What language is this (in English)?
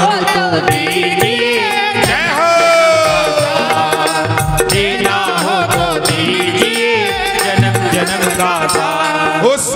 Hindi